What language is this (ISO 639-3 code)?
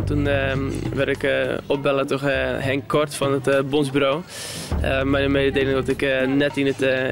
fry